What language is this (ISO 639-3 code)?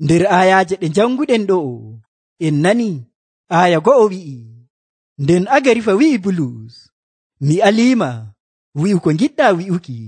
fuv